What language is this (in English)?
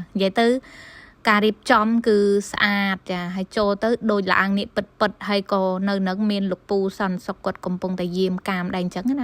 Khmer